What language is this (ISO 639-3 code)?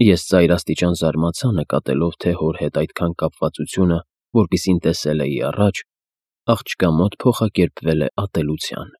hye